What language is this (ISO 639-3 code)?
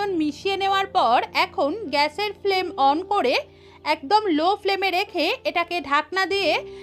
ben